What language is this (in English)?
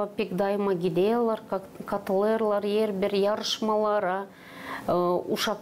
Gagauz